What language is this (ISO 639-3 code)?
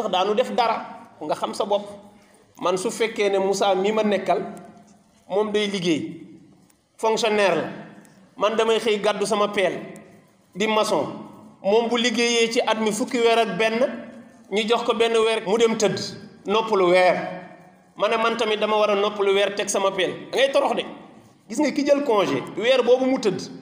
wol